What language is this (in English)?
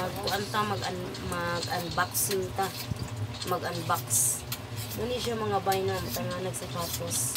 Cebuano